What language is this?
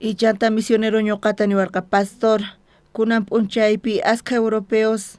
South Bolivian Quechua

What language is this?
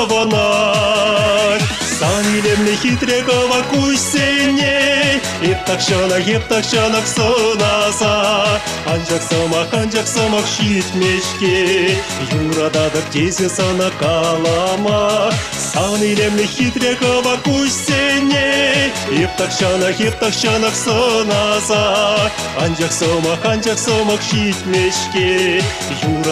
Chuvash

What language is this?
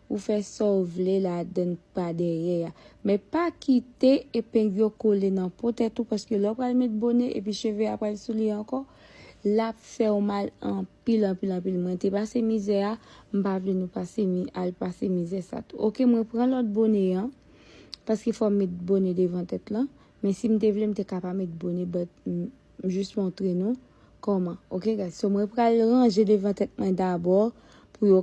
Haitian Creole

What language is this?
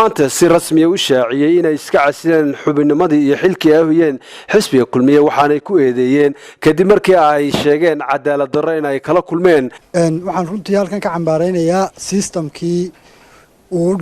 Somali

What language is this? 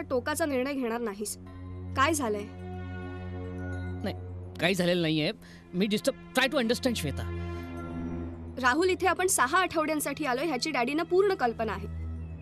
Marathi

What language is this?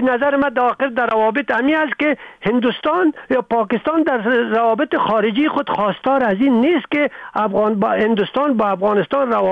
Persian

